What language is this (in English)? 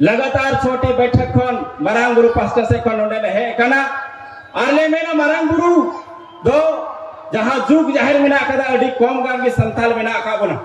Santali